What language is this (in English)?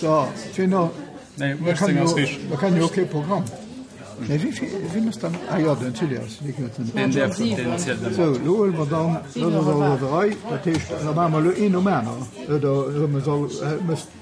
Luxembourgish